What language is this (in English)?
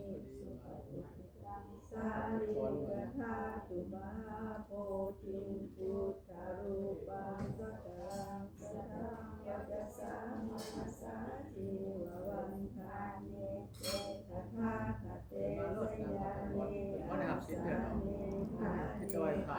Pali